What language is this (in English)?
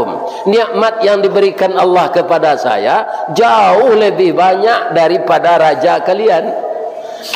Minangkabau